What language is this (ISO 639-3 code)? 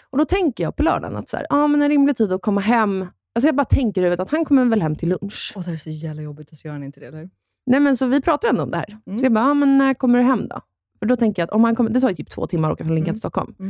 swe